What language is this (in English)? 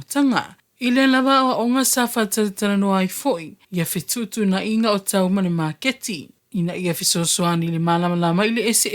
Samoan